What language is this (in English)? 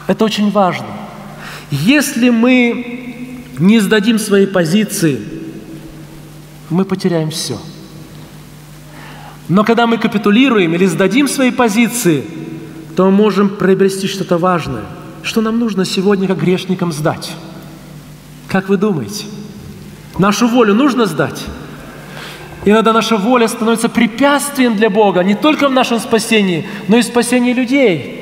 Russian